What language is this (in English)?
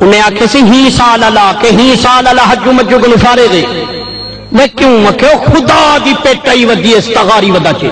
Saraiki